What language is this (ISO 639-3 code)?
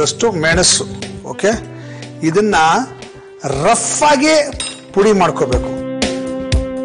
kan